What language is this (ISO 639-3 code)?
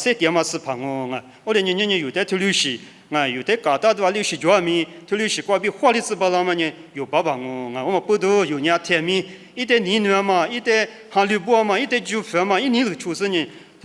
lis